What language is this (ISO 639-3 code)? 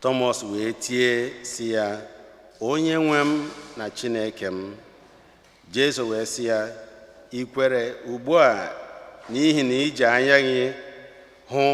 ibo